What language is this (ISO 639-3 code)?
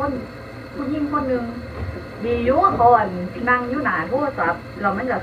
tts